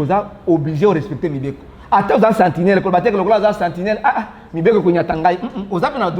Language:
Lingala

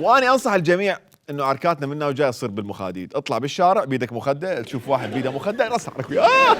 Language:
Mesopotamian Arabic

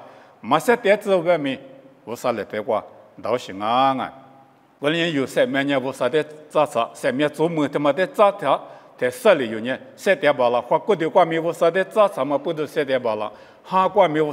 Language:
Lisu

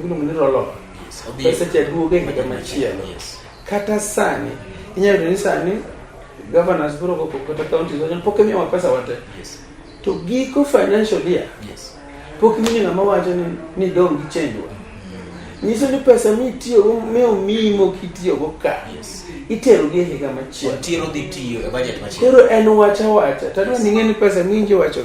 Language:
Luo (Kenya and Tanzania)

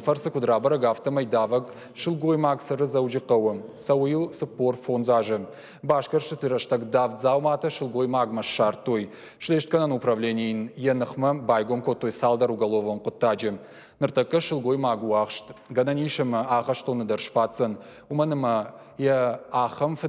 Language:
Ossetic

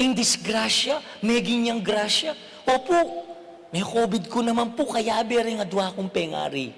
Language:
Pampanga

